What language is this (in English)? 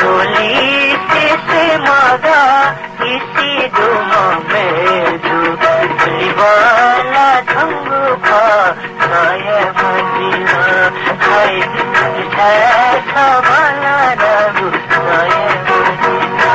Newari